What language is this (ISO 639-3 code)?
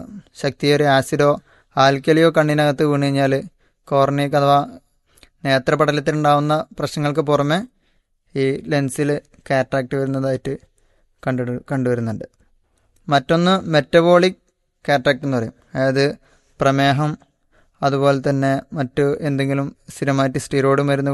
mal